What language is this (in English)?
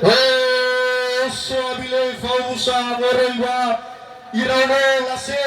Nias